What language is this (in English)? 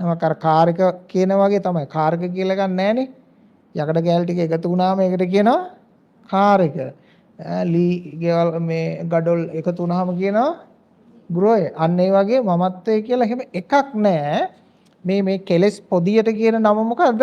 Sinhala